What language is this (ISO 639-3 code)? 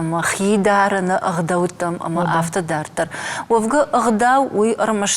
oss